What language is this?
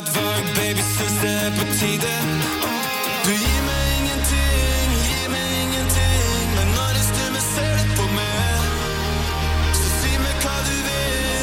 Norwegian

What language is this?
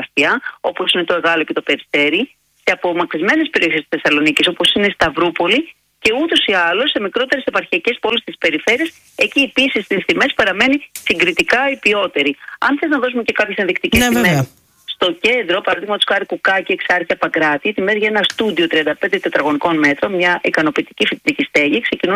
Greek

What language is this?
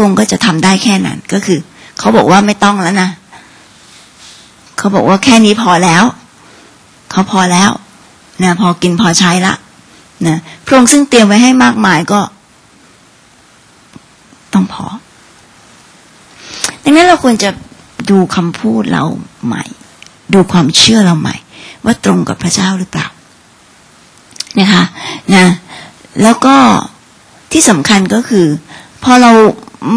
Thai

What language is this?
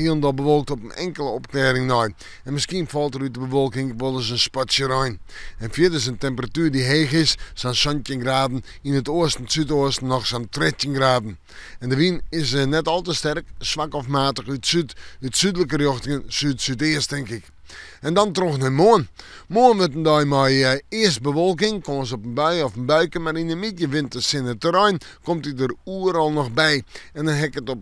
Western Frisian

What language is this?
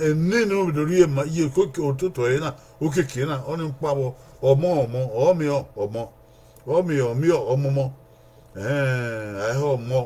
Bini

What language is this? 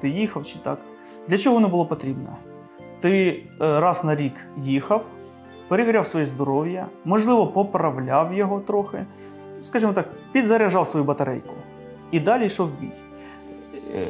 Ukrainian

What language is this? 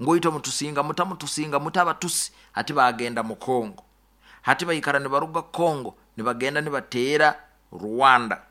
Nyoro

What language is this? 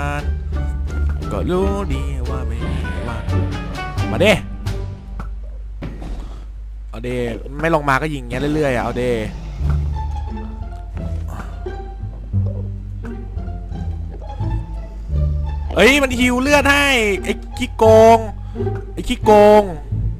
Thai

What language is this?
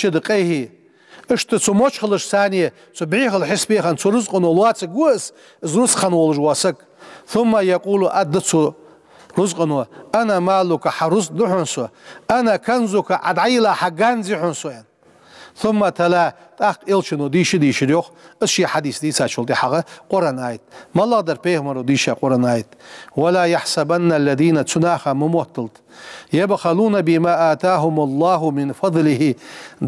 Ingush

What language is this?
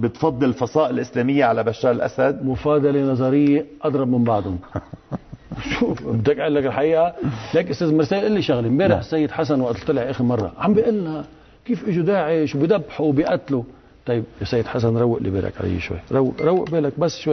North Levantine Arabic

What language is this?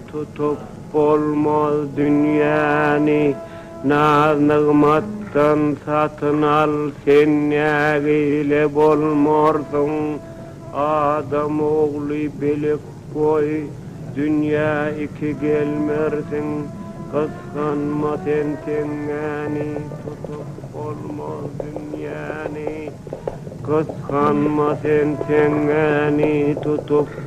Turkmen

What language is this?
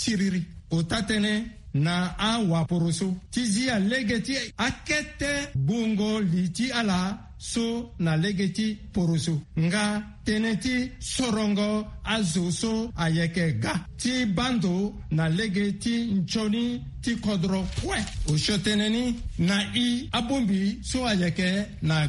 Sango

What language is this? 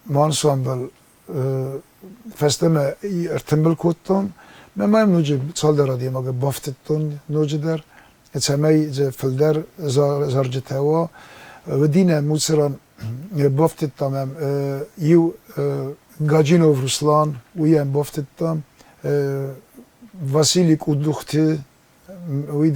Ossetic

